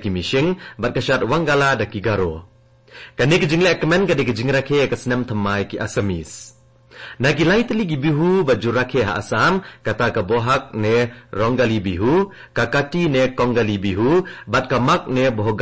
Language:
Khasi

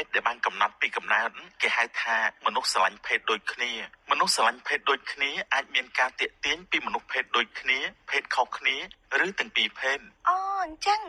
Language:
Khmer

